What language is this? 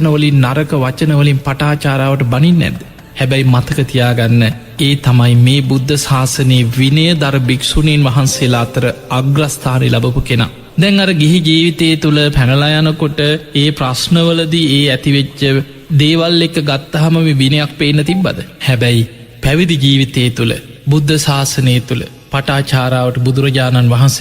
Sinhala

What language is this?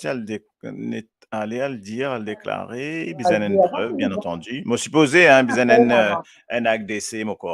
Morisyen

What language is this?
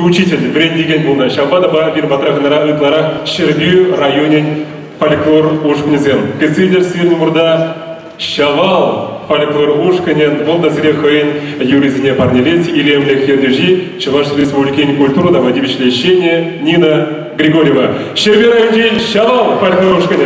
Chuvash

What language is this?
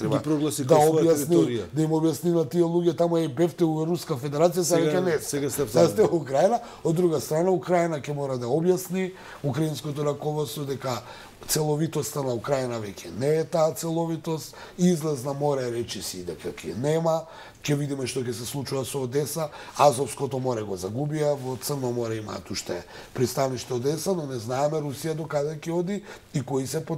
Macedonian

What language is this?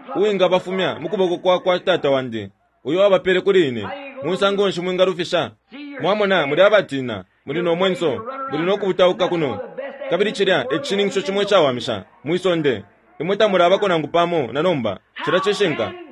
Bemba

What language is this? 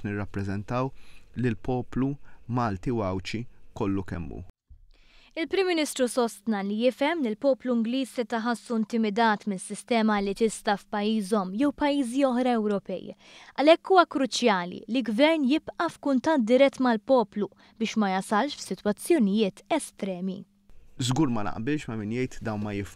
Maltese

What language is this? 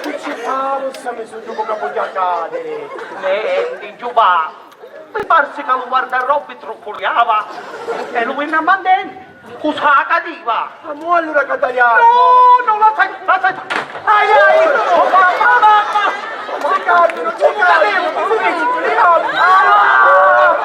Sicilian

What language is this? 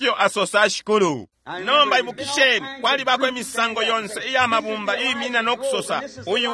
Bemba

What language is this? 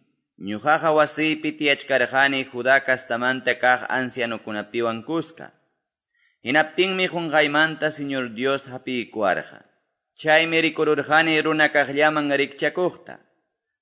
Quechua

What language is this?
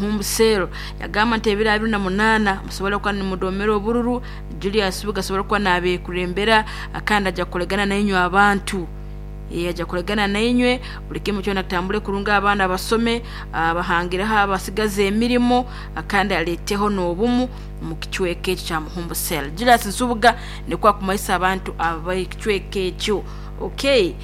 Nyankole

